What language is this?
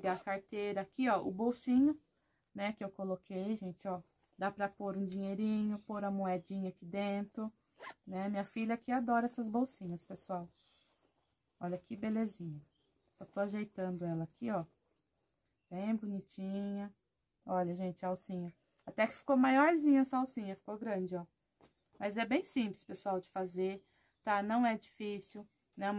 Portuguese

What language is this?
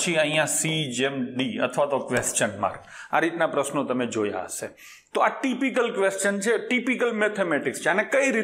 Gujarati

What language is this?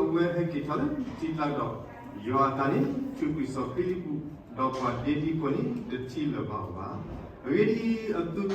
S'gaw Karen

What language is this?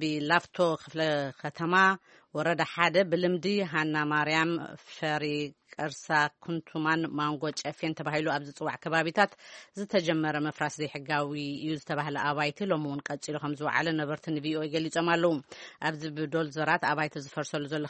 Tigrinya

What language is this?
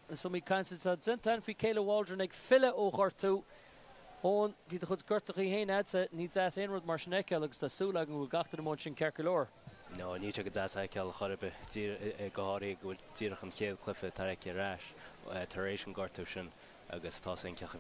Irish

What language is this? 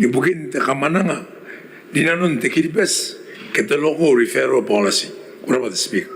Gilbertese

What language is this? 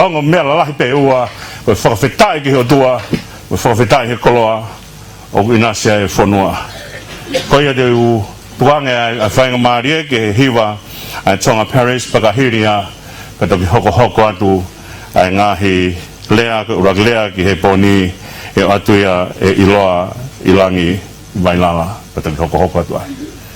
Tongan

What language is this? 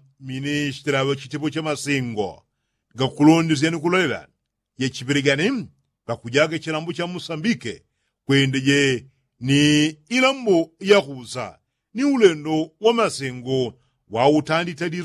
Yao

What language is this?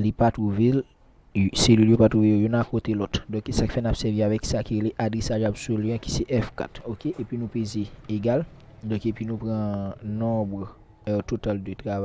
Haitian Creole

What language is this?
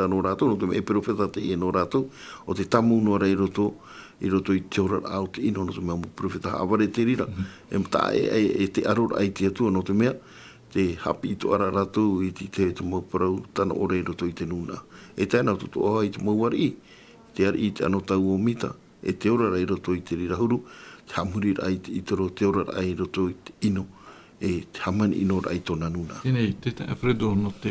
Tahitian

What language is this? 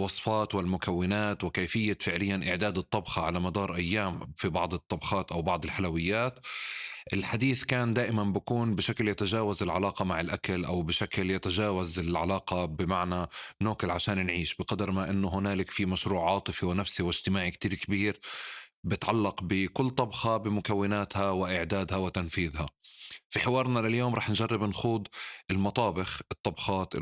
North Levantine Arabic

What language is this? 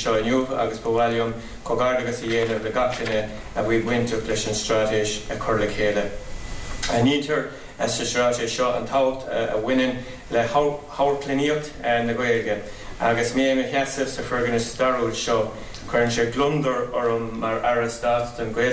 Irish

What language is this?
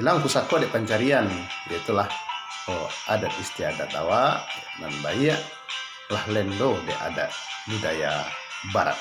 Minangkabau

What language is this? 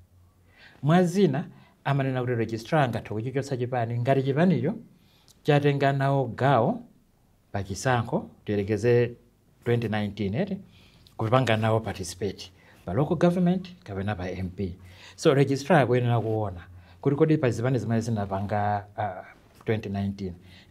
Nyanja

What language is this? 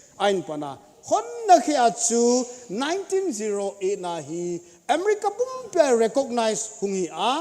Thado Chin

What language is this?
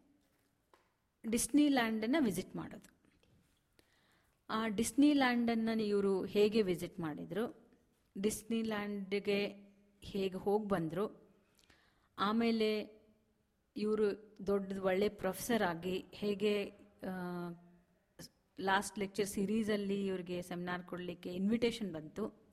Kannada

